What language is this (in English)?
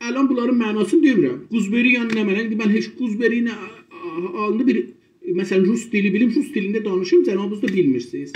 South Azerbaijani